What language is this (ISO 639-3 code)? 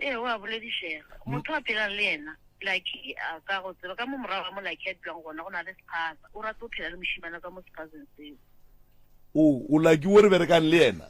nso